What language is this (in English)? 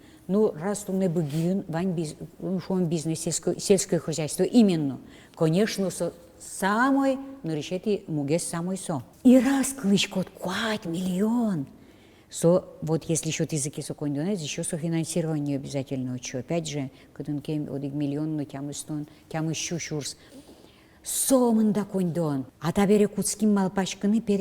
Udmurt